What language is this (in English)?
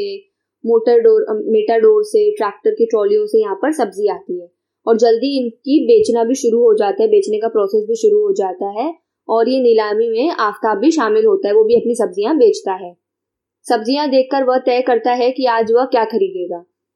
Hindi